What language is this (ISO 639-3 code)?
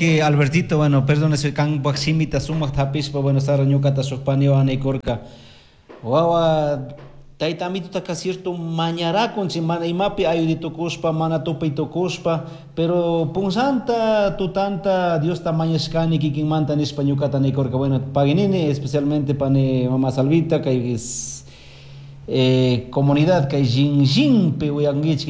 qug